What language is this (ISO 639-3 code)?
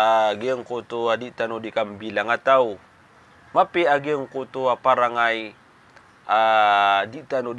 mrw